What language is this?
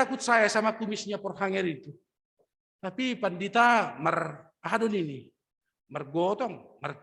Batak Simalungun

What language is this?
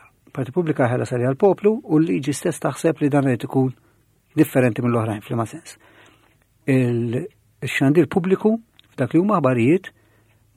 Maltese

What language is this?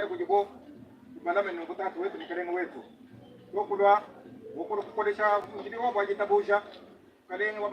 Luba-Lulua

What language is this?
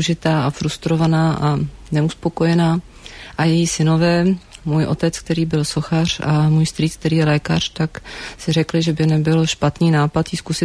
Czech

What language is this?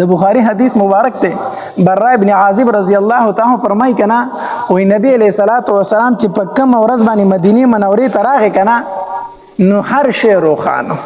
Pashto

